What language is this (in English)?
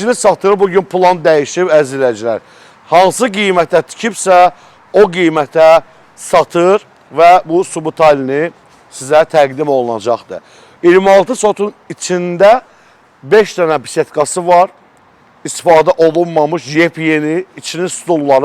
Azerbaijani